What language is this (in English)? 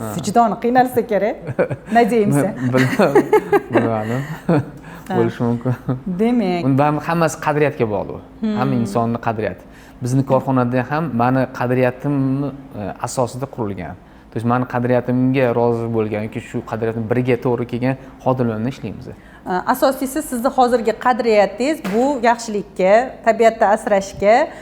Uzbek